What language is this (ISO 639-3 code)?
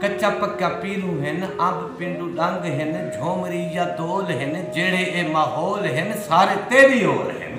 skr